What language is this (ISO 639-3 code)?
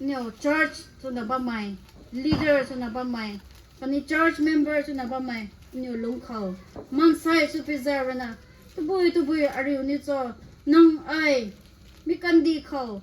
nbu